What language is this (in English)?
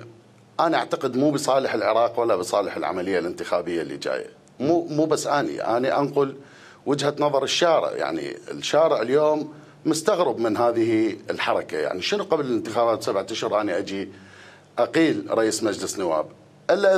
Mesopotamian Arabic